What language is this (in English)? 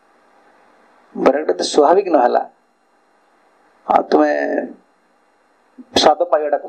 Odia